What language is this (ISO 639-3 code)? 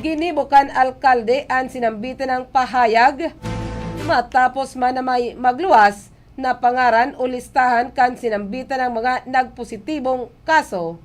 bik